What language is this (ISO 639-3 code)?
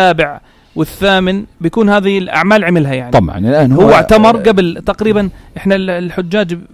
apc